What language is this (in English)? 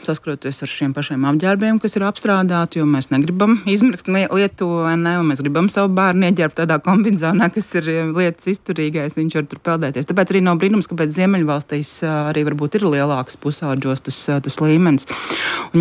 Latvian